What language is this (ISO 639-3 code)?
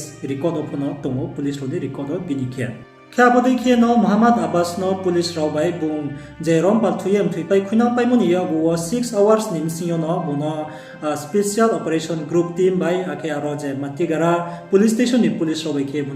ria